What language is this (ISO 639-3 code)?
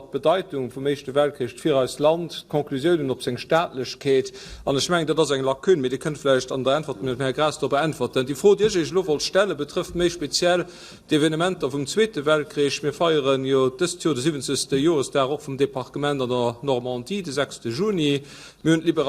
ltz